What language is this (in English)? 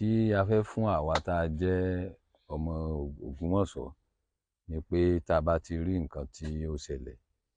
Yoruba